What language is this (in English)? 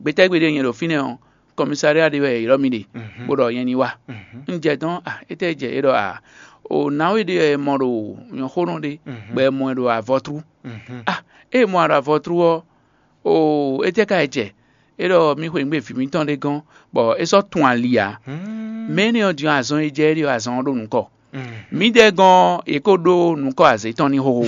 Fon